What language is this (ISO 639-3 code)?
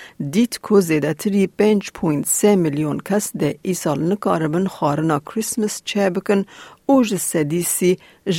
kur